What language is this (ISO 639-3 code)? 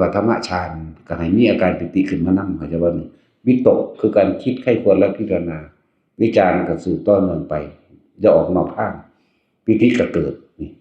tts